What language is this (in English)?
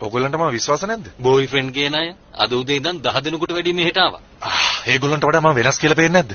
Sinhala